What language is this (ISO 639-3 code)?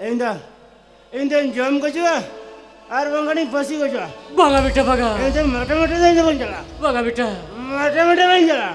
sat